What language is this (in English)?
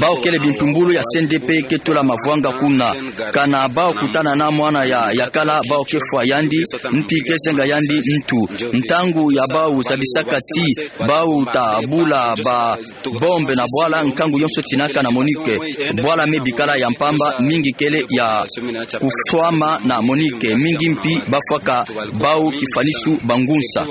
Kituba (Democratic Republic of Congo)